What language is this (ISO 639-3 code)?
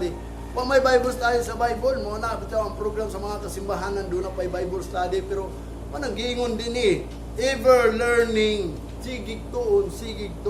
ceb